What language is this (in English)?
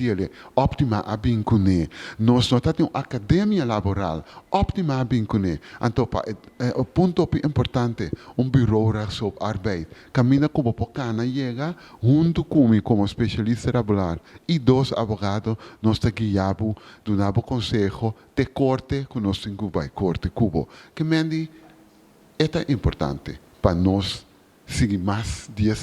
Papiamento